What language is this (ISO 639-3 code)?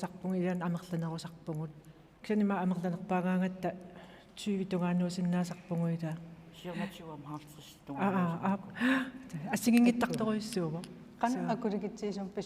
kal